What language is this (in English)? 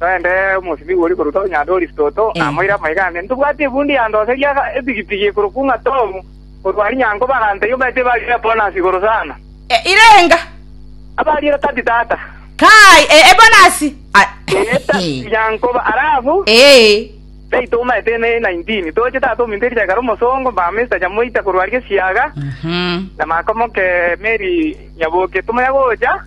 Gusii